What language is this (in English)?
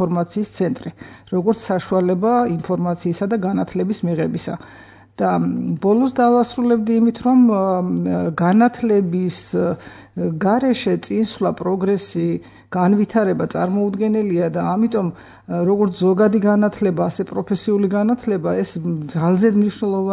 Georgian